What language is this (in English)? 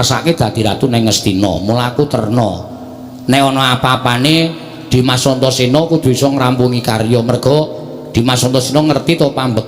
Javanese